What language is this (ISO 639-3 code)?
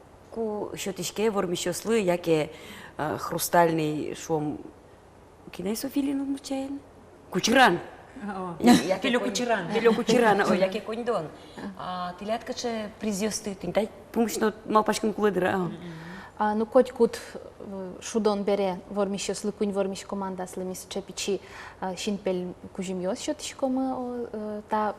udm